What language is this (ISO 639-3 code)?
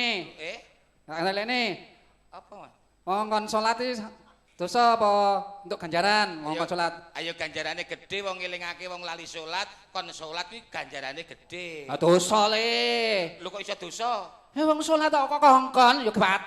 jav